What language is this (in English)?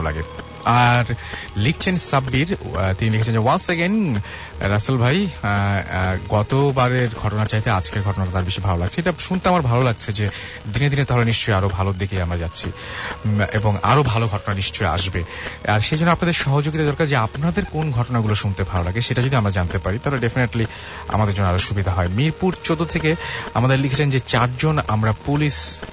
Bangla